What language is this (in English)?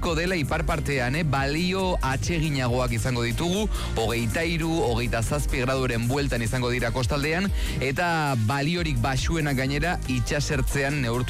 Basque